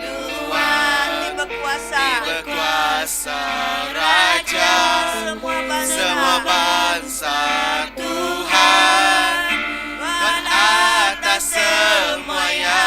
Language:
Iban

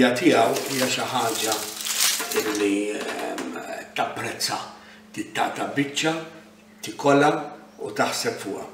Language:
Maltese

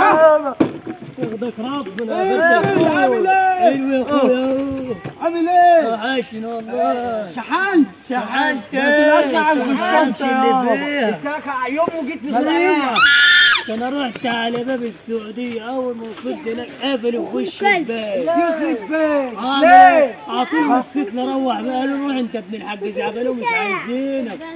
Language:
Egyptian Arabic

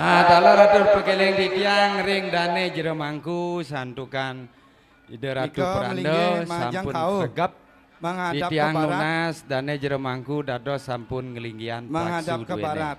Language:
Balinese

